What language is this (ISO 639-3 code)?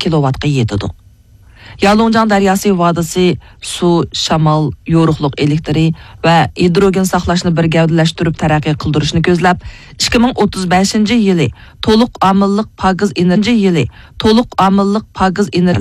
uig